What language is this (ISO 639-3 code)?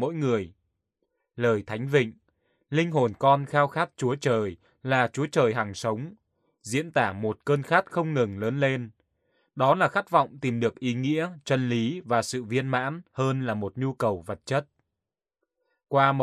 vie